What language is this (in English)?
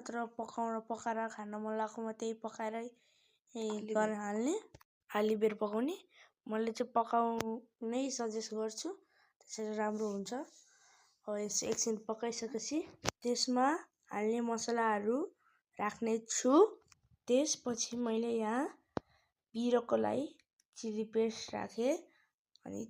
Nepali